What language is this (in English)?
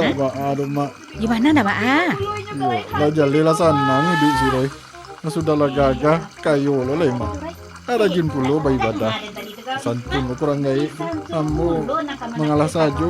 Minangkabau